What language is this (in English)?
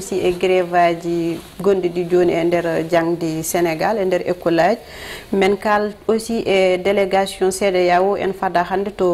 Fula